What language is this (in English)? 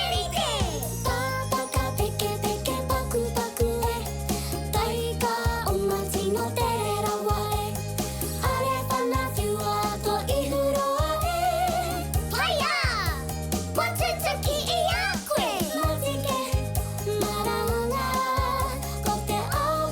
Māori